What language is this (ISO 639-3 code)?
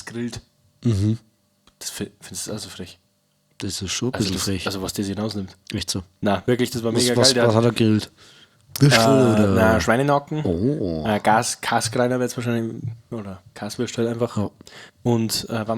bar